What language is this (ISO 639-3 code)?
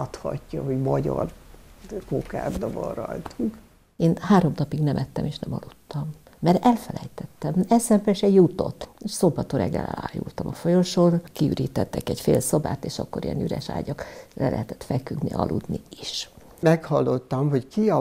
hun